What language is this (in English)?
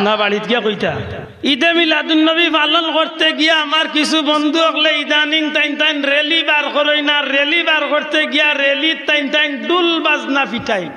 Sylheti